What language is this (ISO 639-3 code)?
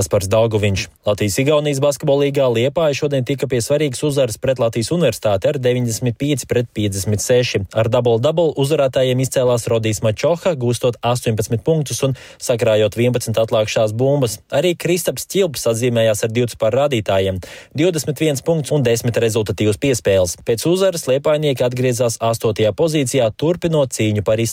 lav